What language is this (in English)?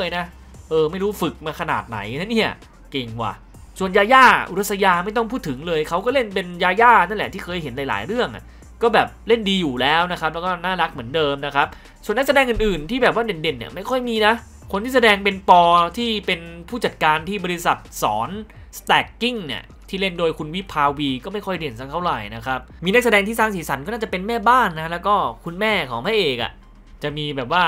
Thai